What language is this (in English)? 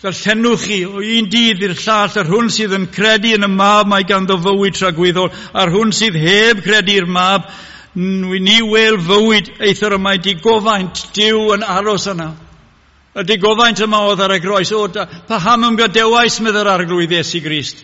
Welsh